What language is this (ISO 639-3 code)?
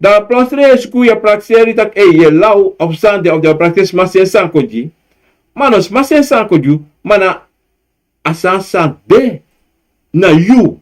srn